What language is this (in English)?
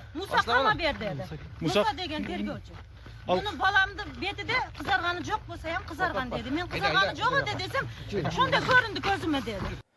Kyrgyz